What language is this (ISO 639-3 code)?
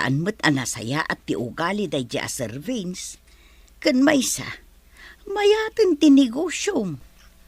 ilo